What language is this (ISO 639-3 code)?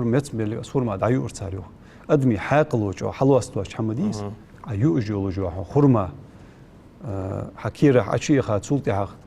inh